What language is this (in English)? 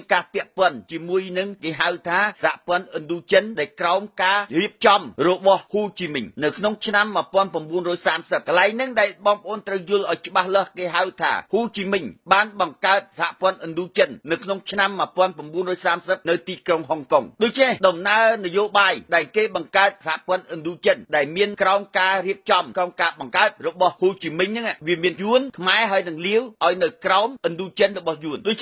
Khmer